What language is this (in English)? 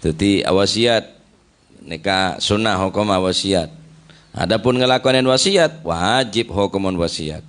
Madurese